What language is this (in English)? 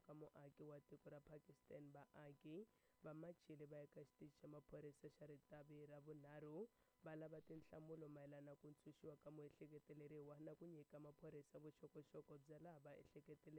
Tsonga